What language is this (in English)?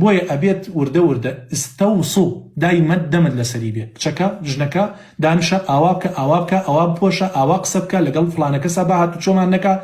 Central Kurdish